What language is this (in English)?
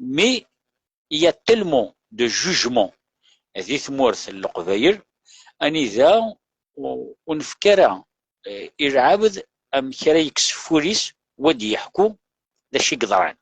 Kabyle